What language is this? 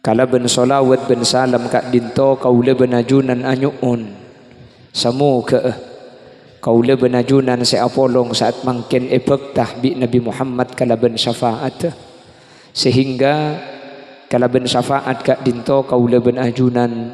Madurese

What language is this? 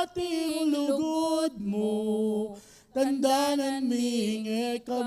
Pampanga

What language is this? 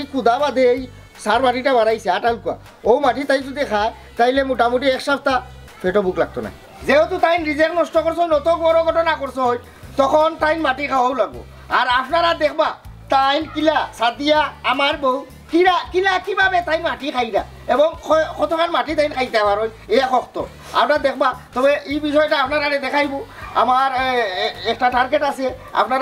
Sylheti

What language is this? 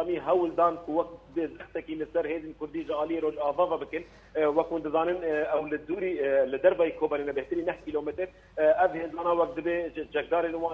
Kurdish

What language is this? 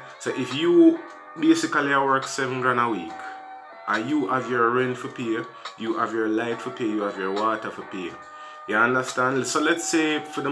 Jamaican Creole English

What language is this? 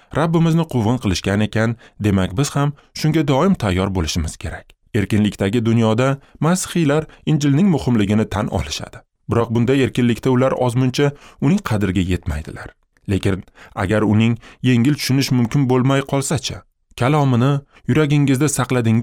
Uzbek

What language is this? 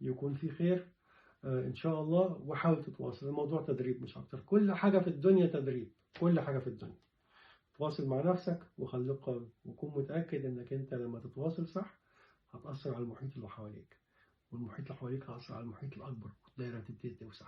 Egyptian Arabic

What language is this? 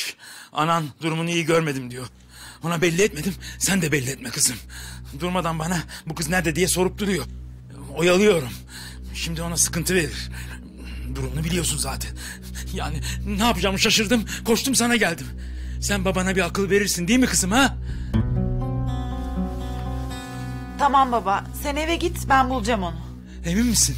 Turkish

